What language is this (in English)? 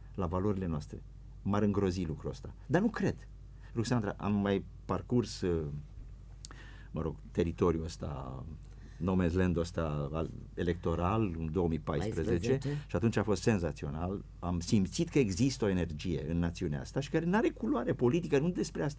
Romanian